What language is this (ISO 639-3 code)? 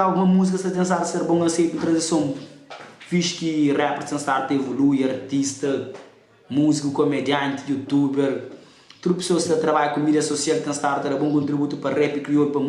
kea